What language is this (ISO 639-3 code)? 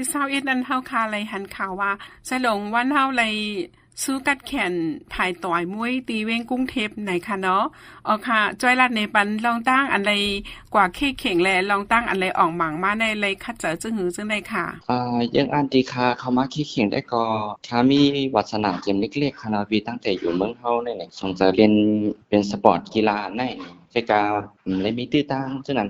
shn